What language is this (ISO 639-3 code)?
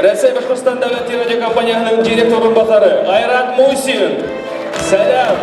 bak